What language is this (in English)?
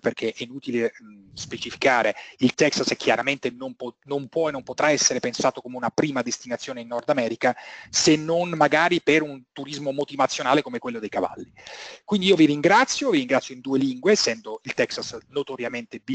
Italian